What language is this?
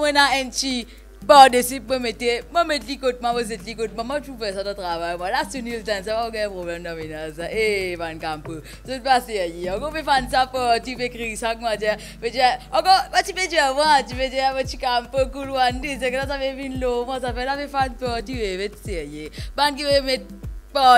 Morisyen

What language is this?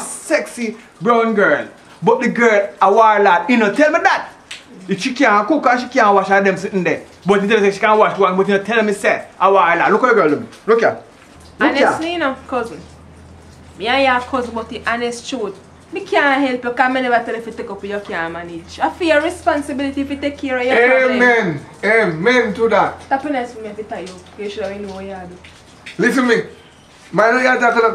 Jamaican Creole English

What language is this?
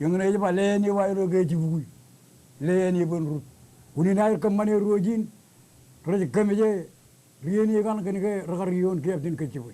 Marshallese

